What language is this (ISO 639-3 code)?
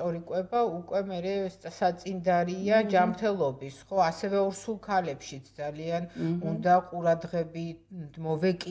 kat